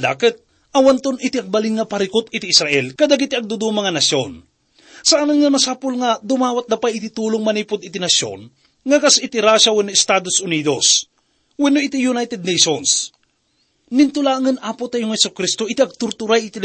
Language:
Iloko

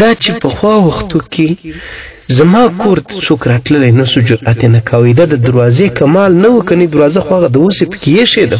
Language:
Pashto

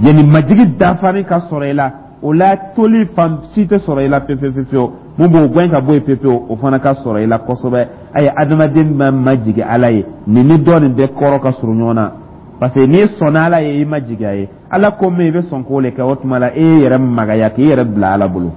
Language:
Dyula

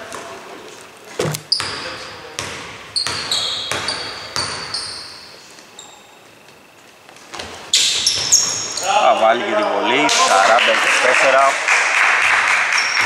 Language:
Greek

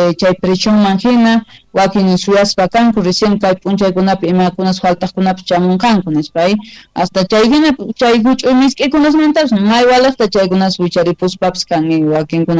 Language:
South Bolivian Quechua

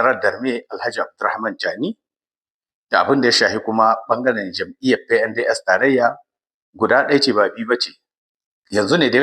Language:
Hausa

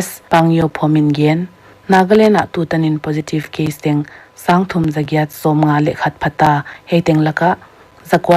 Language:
Paite Chin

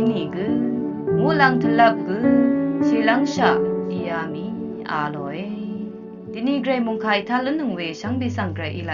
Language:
Rawang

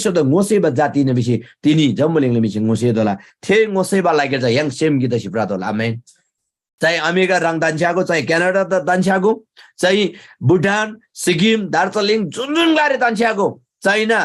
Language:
Eastern Tamang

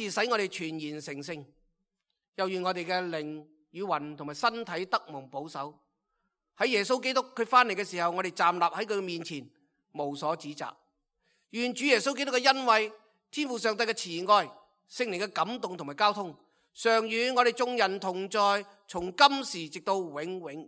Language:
Cantonese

